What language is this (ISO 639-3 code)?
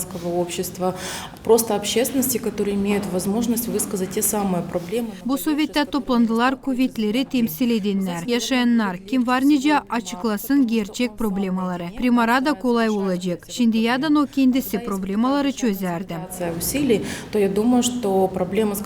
gag